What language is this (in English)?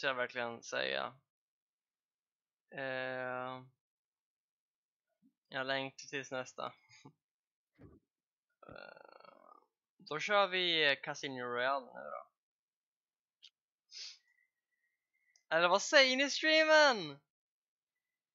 Swedish